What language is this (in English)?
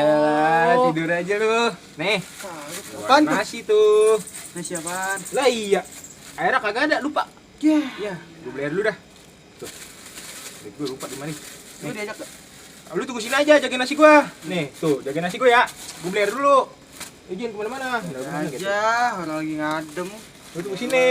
Betawi